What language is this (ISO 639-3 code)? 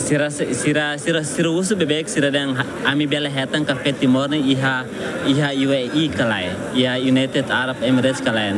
tet